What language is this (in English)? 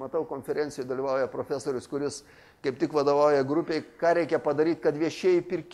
Lithuanian